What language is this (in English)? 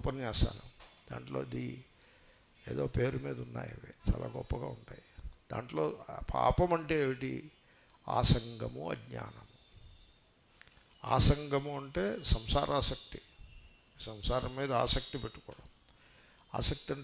Telugu